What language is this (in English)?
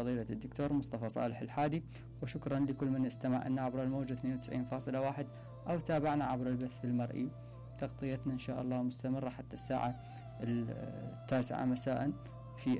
Mesopotamian Arabic